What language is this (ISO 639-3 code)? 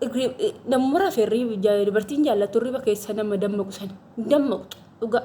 orm